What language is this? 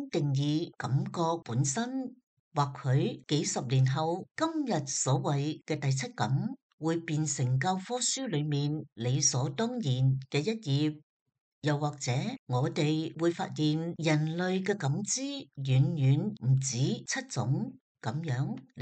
Cantonese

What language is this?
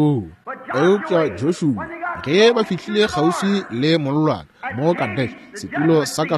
Northern Sotho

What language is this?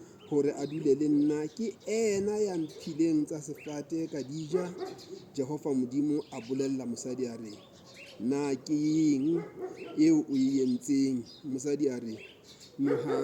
Southern Sotho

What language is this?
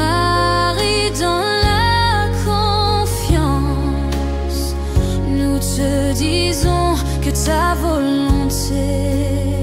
French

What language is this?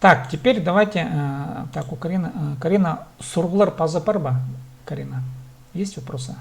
Khakas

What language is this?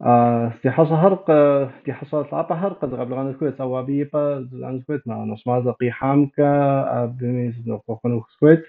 Kabardian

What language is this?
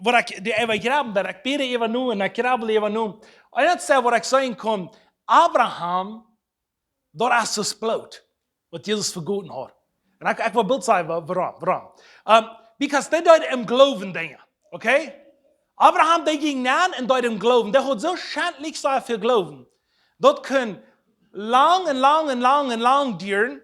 Plautdietsch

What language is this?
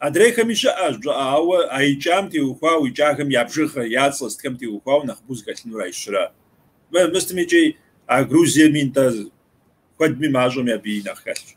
Kabardian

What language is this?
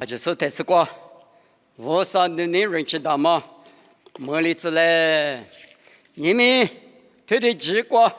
Lisu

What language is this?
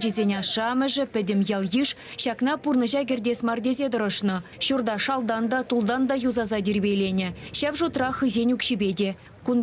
Chuvash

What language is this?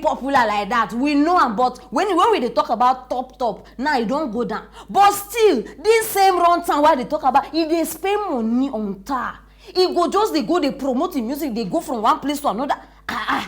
Nigerian Pidgin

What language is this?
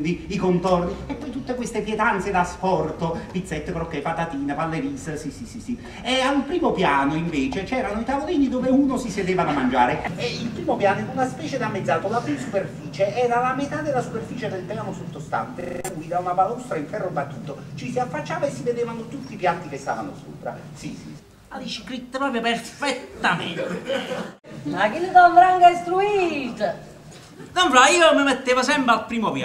Italian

